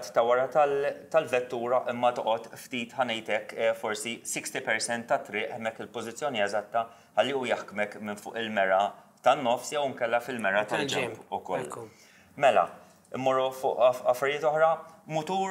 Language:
Maltese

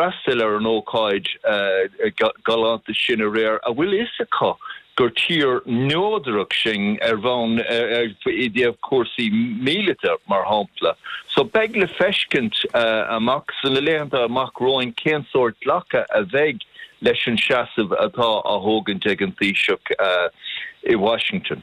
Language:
Irish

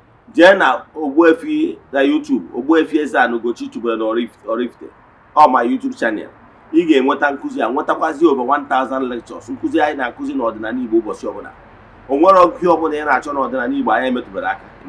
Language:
Igbo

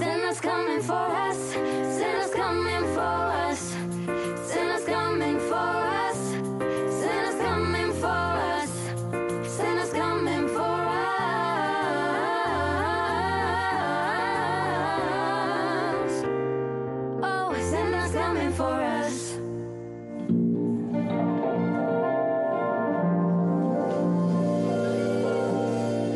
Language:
Romanian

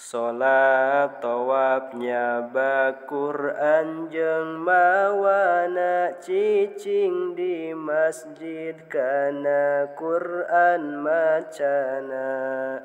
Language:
Sundanese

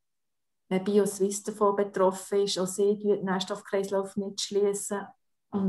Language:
German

